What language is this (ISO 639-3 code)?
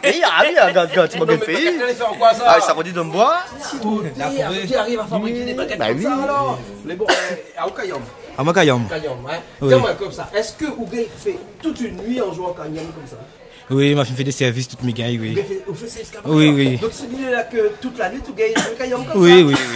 rcf